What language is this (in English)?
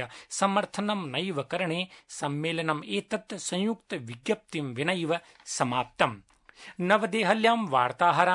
Sanskrit